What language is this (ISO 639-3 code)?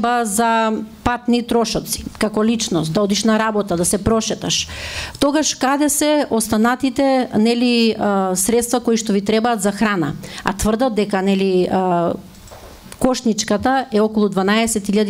mkd